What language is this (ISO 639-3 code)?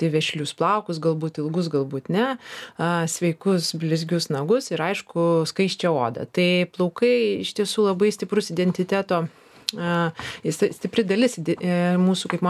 lit